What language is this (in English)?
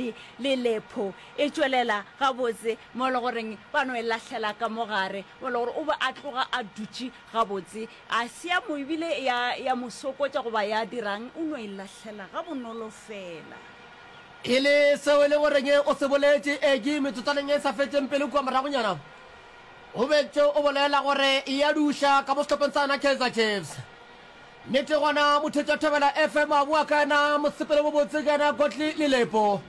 Northern Sotho